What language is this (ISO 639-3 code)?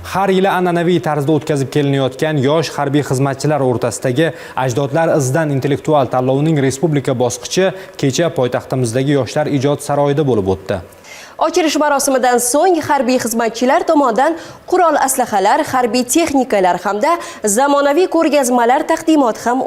uzb